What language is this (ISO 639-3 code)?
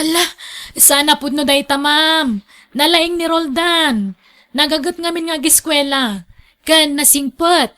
ilo